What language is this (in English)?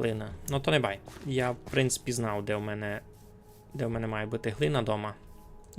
Rusyn